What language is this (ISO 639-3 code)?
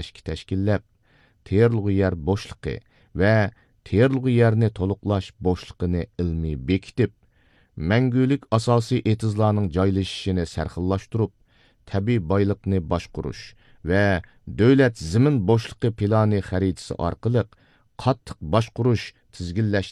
uig